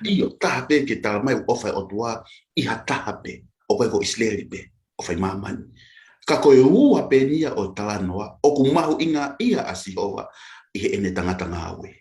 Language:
Tongan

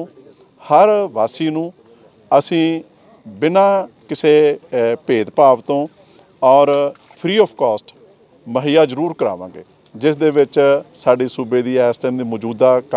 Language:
Punjabi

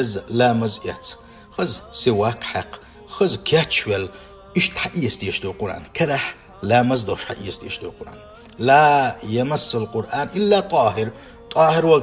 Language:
Chechen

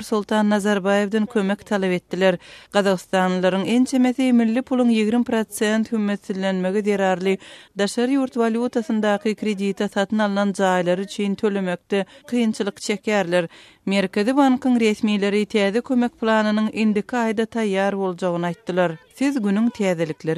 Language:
Turkmen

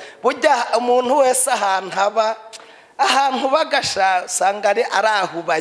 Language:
Rundi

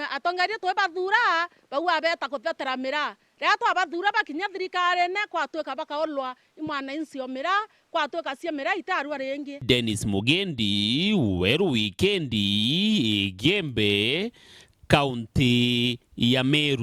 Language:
Meru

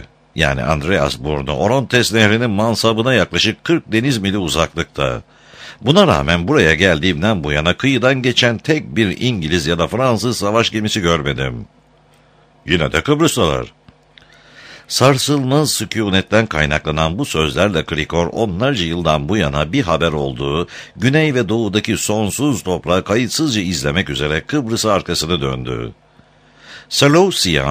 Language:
Turkish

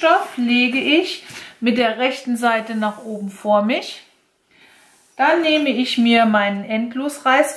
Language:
German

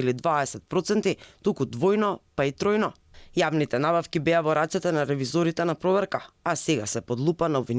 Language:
Macedonian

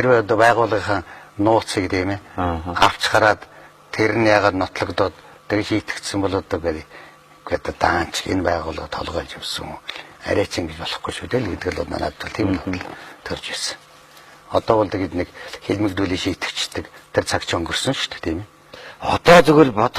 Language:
Mongolian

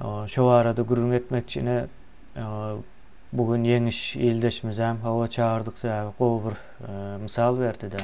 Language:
Turkmen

